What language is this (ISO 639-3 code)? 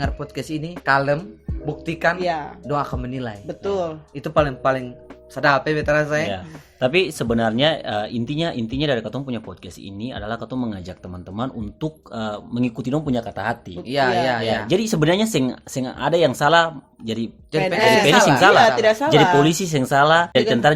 abs